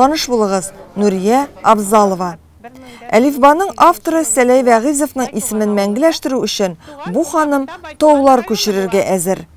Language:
Tatar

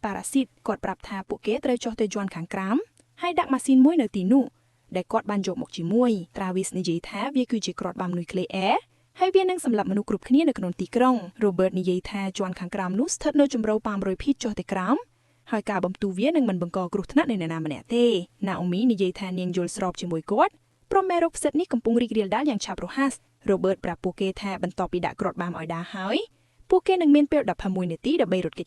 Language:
Khmer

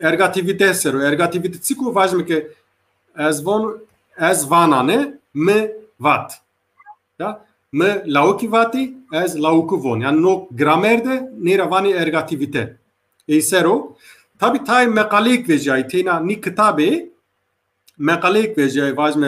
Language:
Zaza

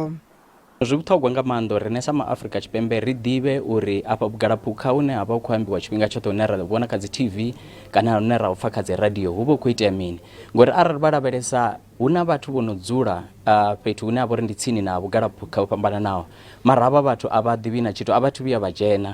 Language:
Venda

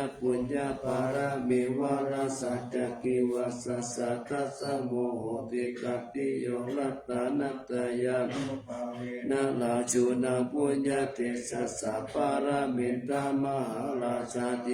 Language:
Pali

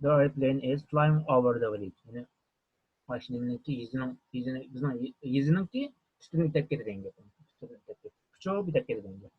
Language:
Uyghur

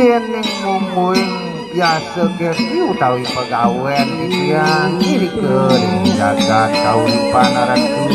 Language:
Balinese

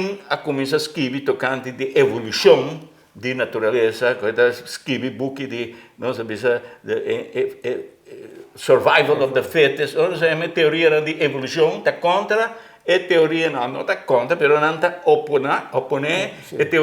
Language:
Papiamento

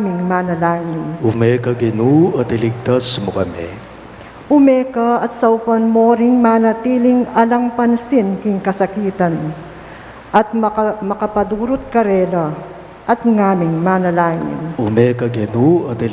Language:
Pampanga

